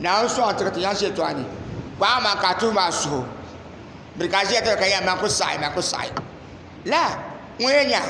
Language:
Dagbani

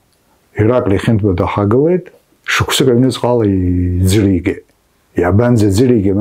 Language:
Abkhazian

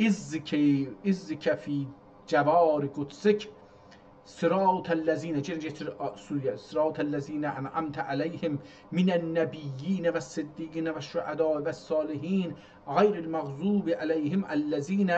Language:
South Azerbaijani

